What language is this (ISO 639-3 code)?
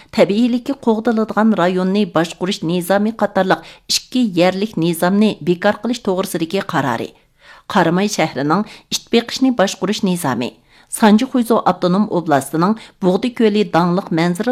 uig